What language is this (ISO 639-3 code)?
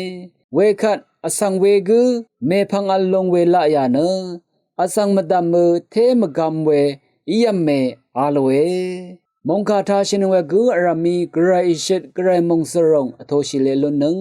raw